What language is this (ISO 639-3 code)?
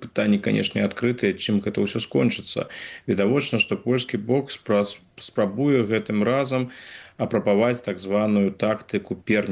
bel